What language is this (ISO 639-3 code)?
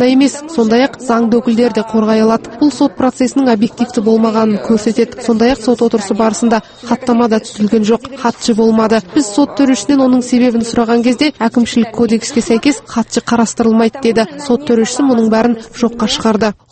kaz